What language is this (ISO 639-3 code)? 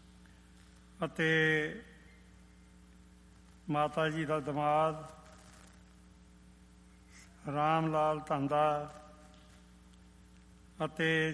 pan